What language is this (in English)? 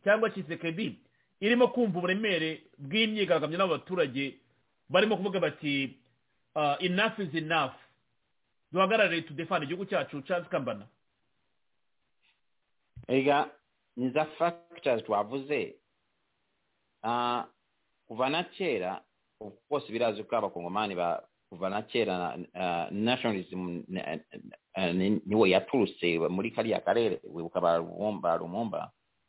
Kinyarwanda